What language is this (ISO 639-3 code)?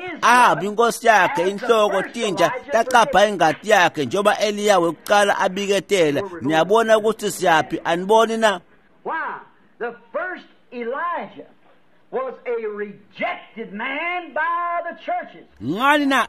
ssw